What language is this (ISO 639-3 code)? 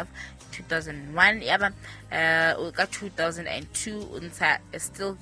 sot